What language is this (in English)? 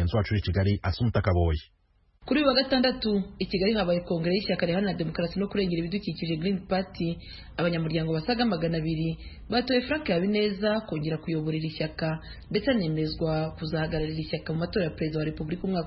Kinyarwanda